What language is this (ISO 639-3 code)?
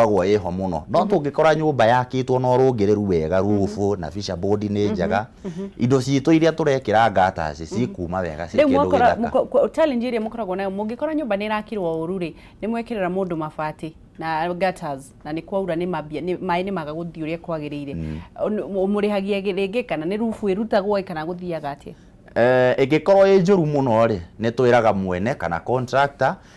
kik